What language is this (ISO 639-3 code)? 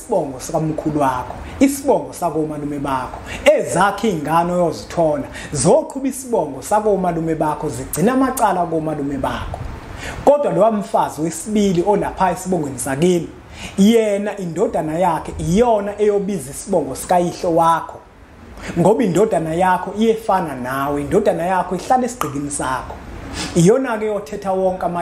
zul